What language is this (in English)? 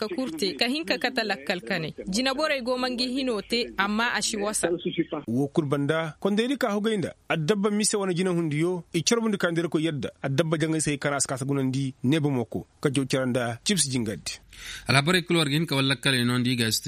Koyraboro Senni